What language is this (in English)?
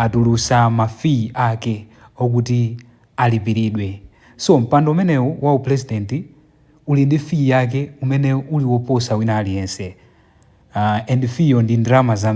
Nyanja